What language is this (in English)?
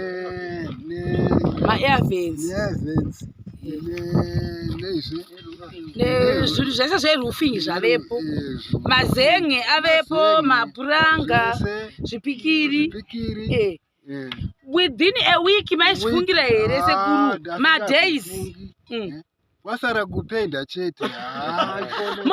Shona